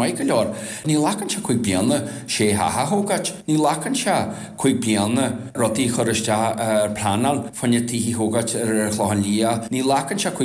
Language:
Irish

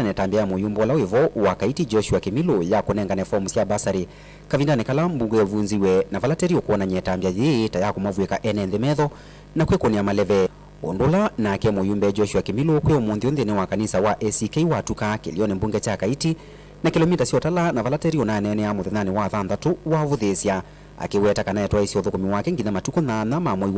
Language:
Kamba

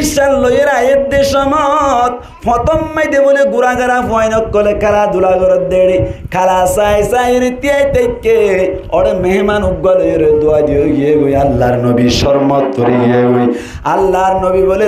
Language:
Rohingya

